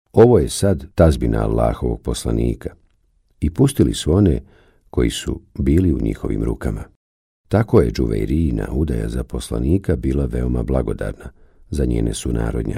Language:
Bosnian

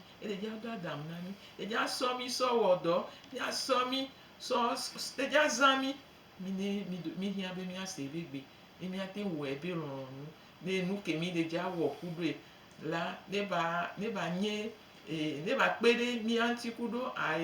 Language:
Gen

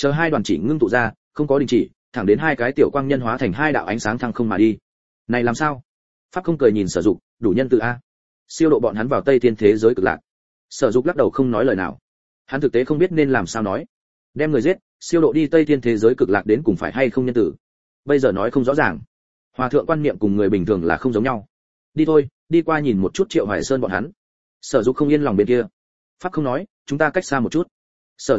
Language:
Vietnamese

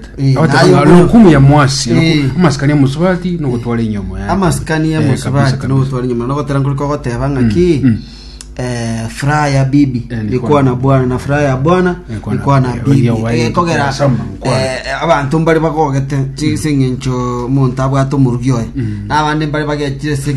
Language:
Gusii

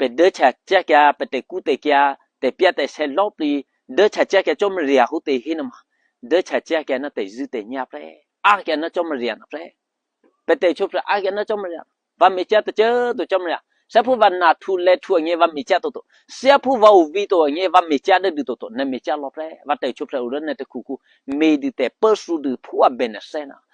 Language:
Eastern Kayah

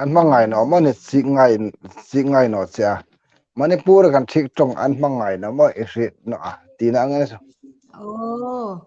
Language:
Hmar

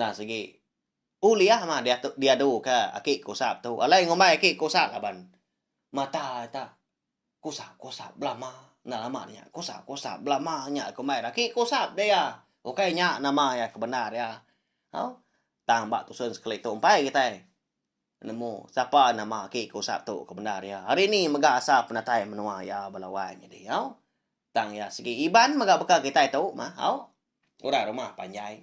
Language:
Iban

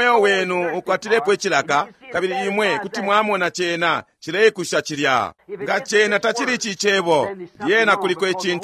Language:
Bemba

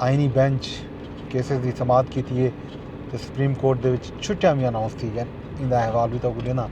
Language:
Saraiki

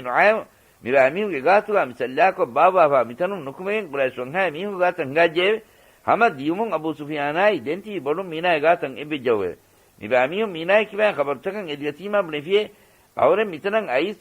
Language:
Divehi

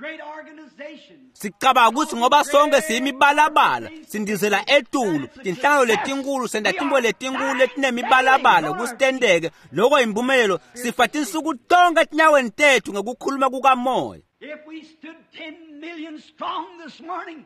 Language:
Swati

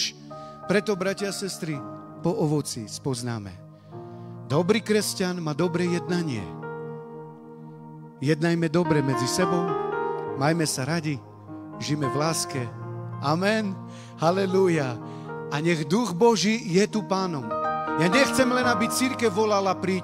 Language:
Slovak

